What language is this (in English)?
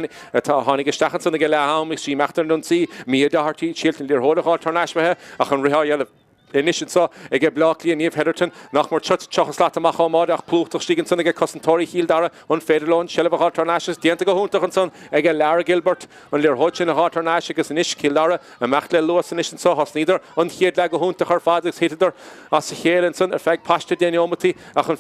Irish